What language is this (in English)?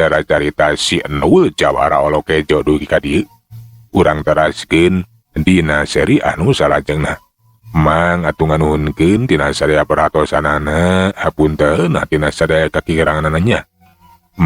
Sundanese